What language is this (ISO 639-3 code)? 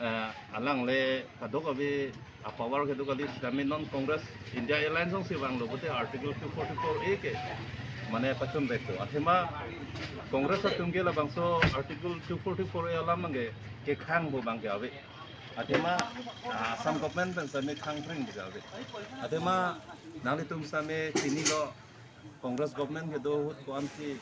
mjw